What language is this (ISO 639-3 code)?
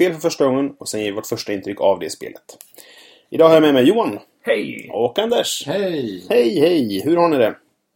swe